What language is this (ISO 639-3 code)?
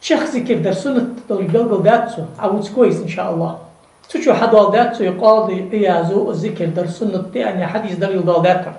inh